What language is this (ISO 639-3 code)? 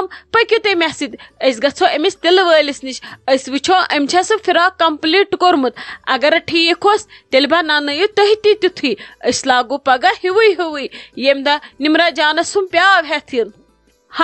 kas